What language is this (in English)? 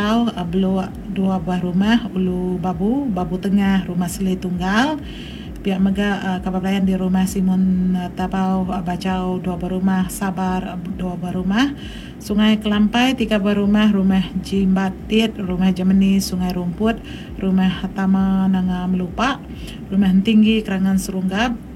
Iban